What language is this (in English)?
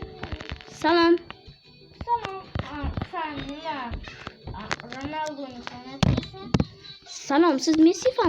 Uzbek